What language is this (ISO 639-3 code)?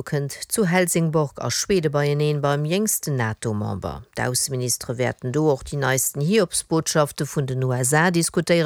ltz